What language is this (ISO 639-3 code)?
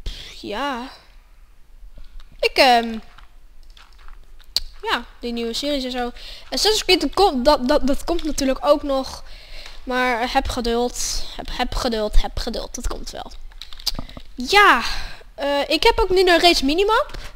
nld